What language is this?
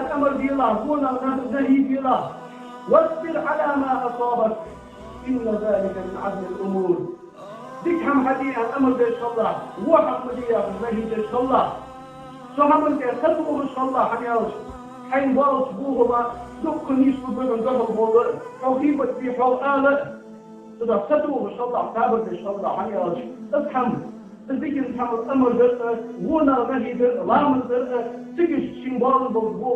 Ingush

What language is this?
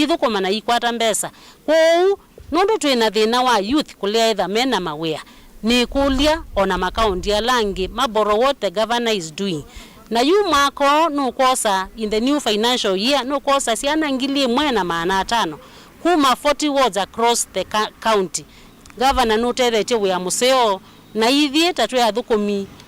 Kamba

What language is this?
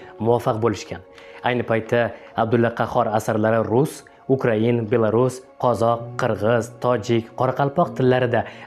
Uzbek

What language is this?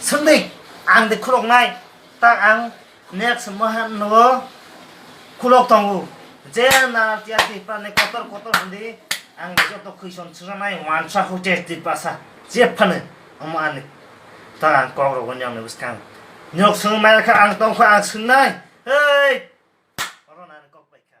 Kok Borok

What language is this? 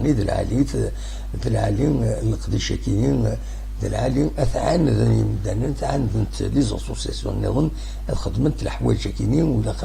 Kabyle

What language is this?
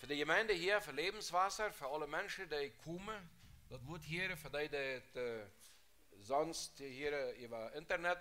Plautdietsch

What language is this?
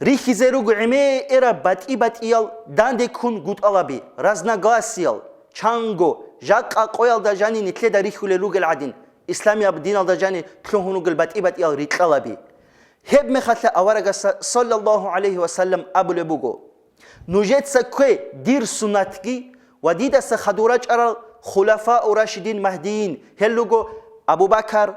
Avaric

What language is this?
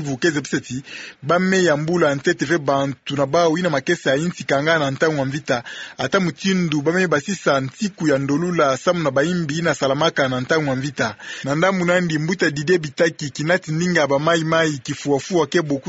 Kituba (Democratic Republic of Congo)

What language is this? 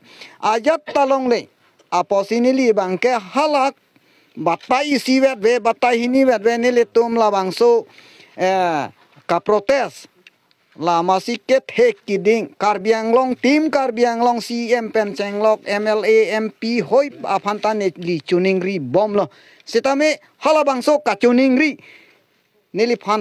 Karbi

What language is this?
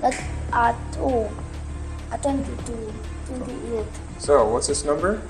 Jamaican Creole English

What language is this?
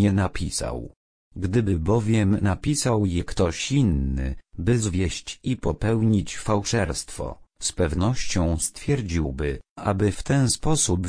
Polish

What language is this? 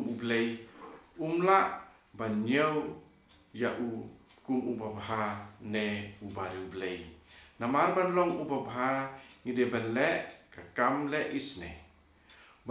Khasi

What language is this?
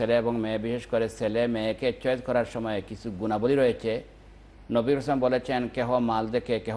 Bangla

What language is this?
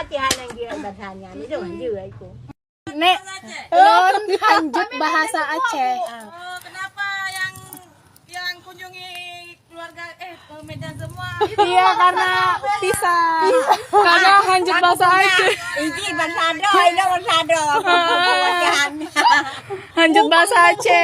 Achinese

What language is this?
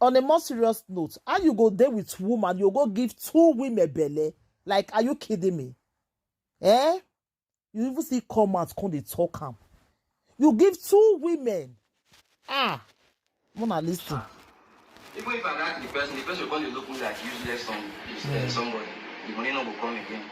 Nigerian Pidgin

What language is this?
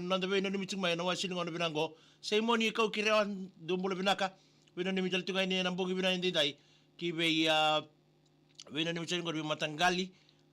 Fijian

